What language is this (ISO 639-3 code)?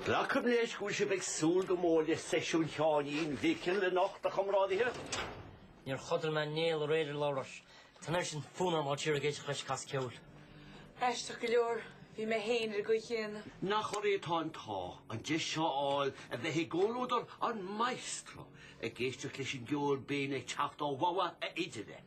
gle